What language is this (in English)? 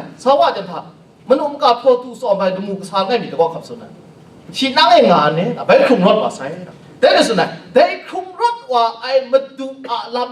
Kachin